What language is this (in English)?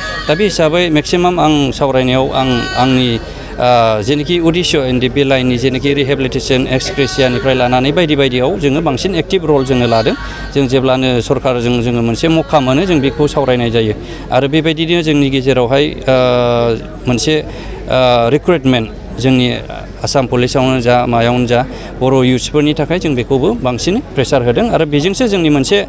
Bodo